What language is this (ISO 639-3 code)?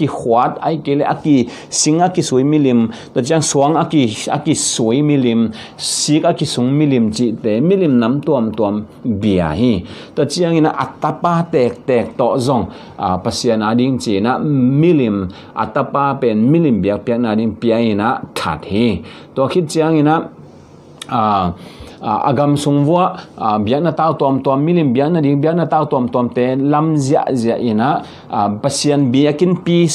ctd